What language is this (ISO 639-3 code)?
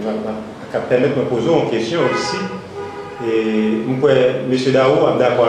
hat